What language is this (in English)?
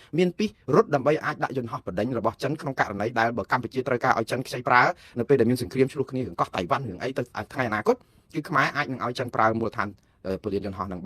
Khmer